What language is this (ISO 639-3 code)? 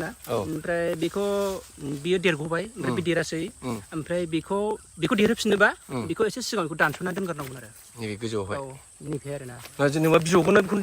brx